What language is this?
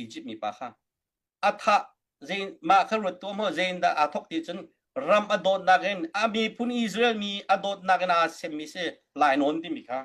Hakha Chin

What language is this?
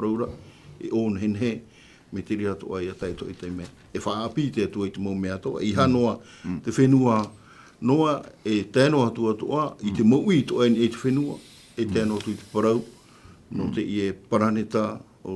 Tahitian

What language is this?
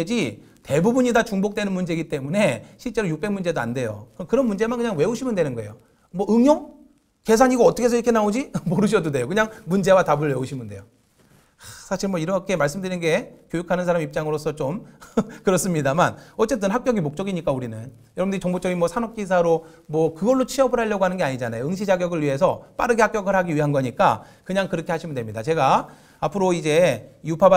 Korean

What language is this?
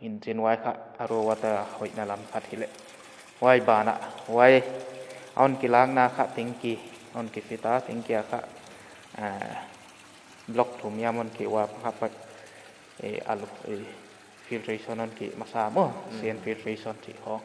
Paite Chin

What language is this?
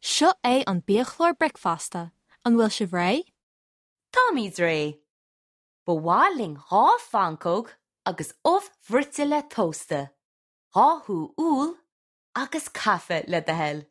Irish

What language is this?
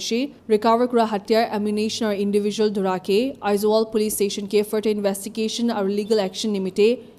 Naga Pidgin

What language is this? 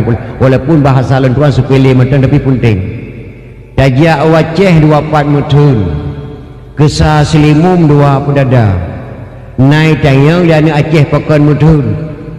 Achinese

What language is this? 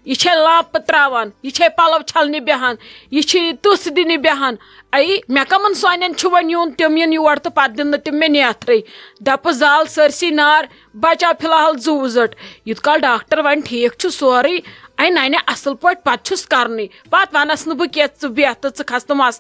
Kashmiri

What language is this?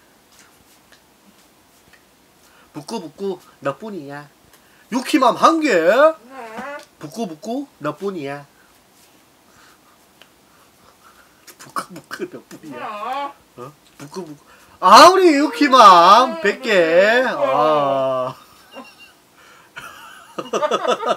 Korean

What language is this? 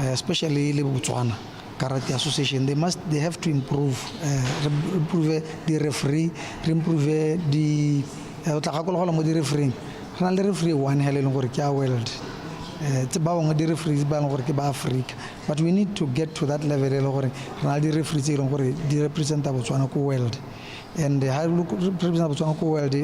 Tswana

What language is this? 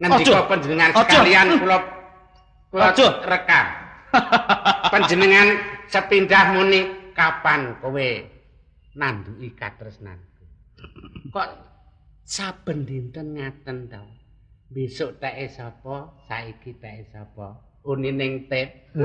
Javanese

